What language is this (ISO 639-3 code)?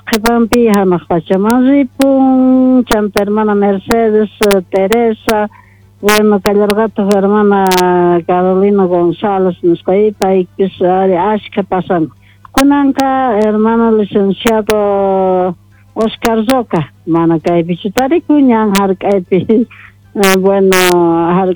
que